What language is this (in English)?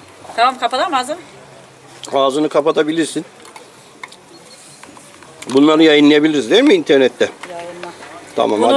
Turkish